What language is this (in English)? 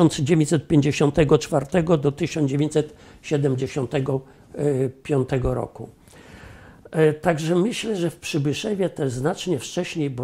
Polish